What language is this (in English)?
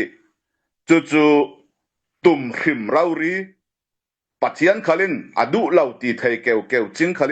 Falam Chin